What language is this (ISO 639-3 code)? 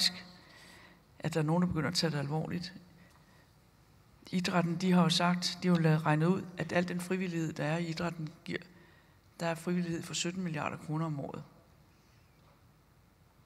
dan